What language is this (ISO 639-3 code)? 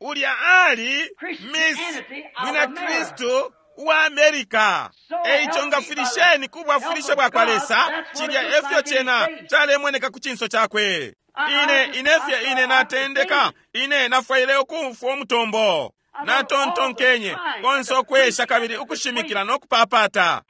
bem